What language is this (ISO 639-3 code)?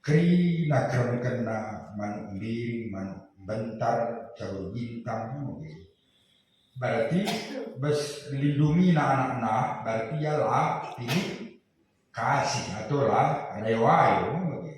btx